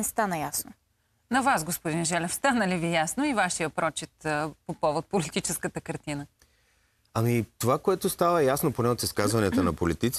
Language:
Bulgarian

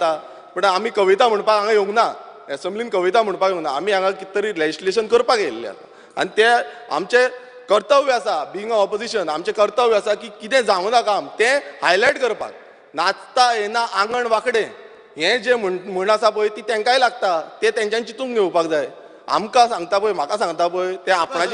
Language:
Konkani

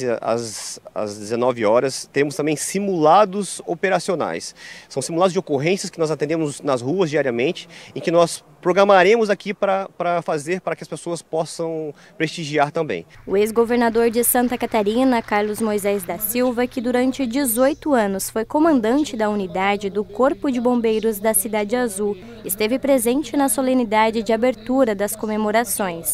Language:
Portuguese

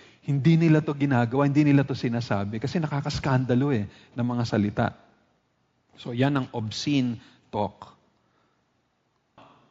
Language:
Filipino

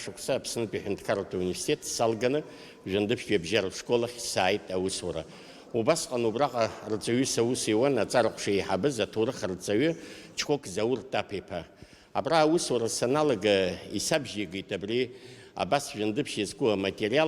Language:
Abkhazian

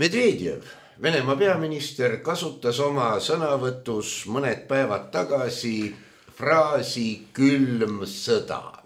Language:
Estonian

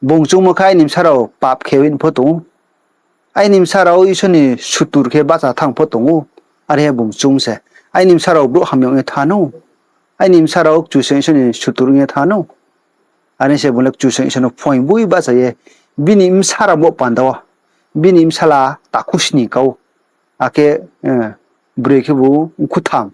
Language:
Riang (India)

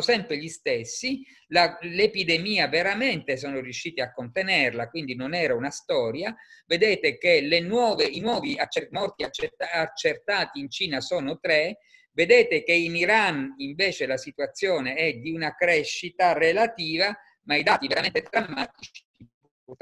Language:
Italian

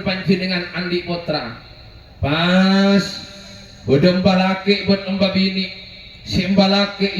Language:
Madurese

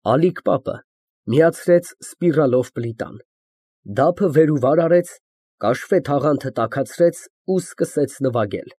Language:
Armenian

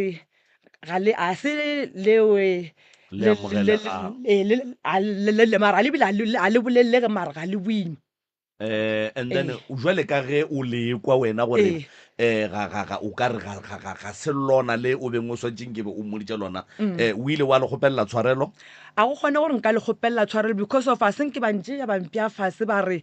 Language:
Northern Sotho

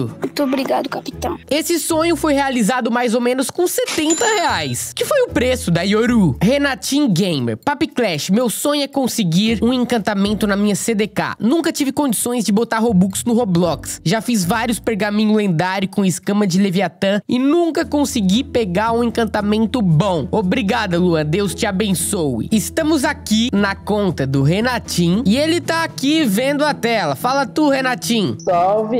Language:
Portuguese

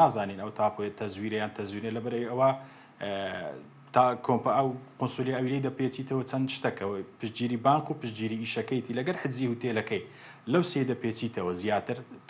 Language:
Central Kurdish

